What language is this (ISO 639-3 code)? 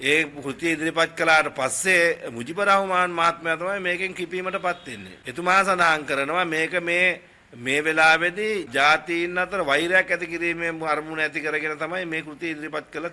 sin